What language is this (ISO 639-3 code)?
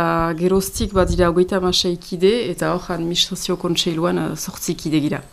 eus